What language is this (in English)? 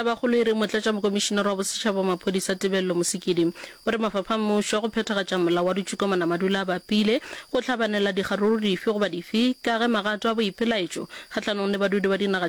Northern Sotho